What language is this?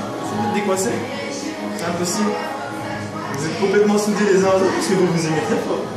French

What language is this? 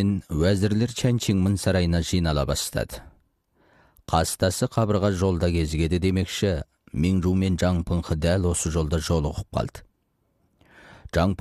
Kazakh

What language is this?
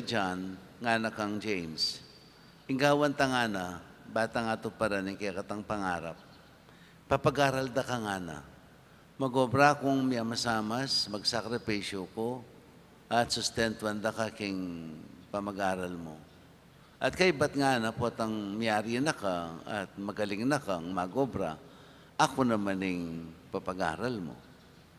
Pampanga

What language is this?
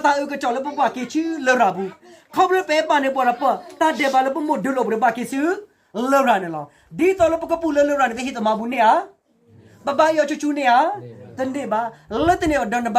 S'gaw Karen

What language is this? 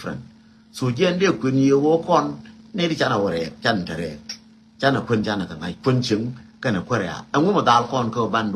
Nuer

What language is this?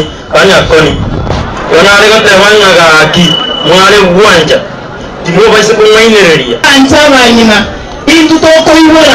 Gusii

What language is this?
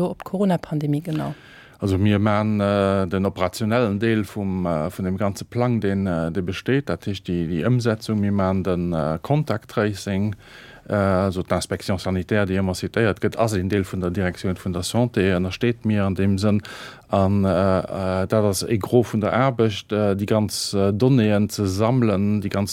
Luxembourgish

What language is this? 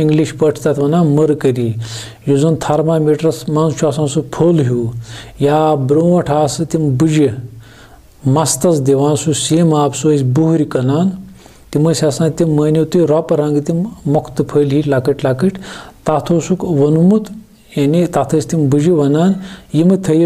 Kashmiri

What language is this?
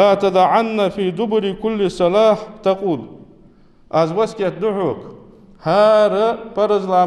Ingush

